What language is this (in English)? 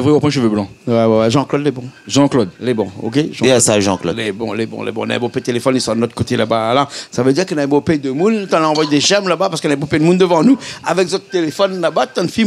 Réunion Creole French